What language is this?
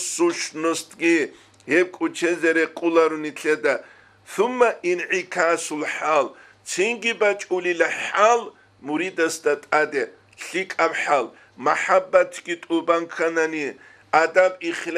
Avaric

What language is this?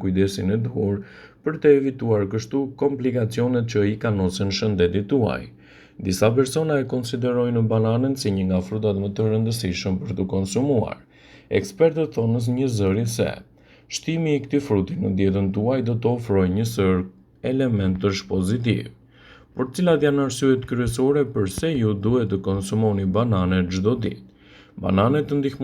Albanian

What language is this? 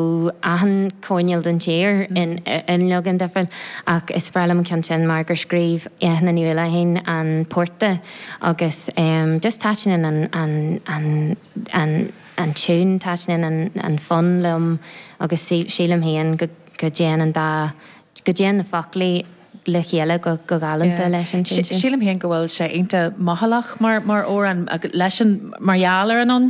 Irish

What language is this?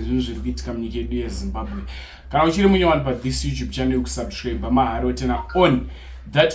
Shona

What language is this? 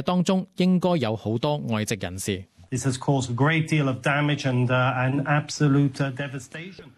Cantonese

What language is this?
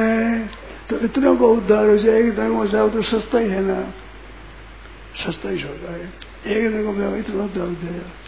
Hindi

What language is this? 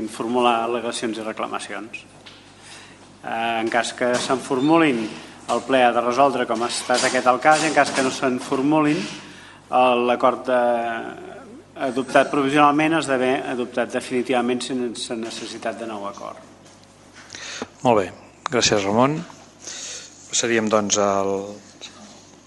Catalan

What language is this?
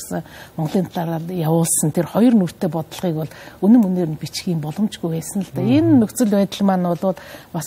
Mongolian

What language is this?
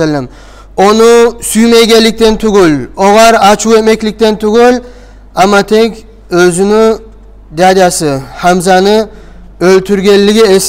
Kumyk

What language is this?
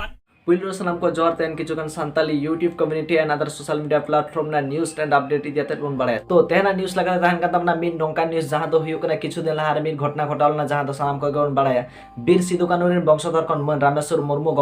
Santali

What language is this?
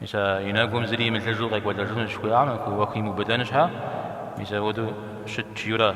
Kabardian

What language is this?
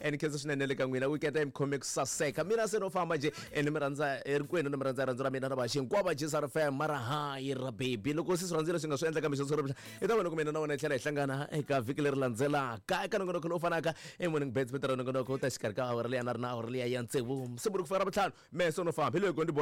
Tsonga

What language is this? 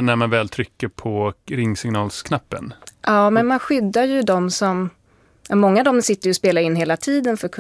Swedish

